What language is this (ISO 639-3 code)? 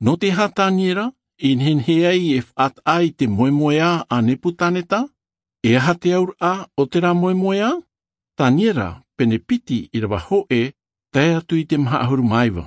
tah